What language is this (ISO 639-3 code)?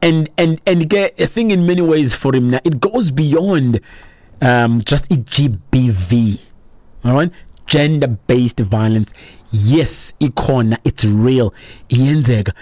xho